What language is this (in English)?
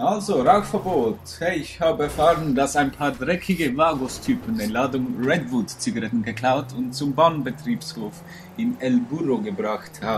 Swiss German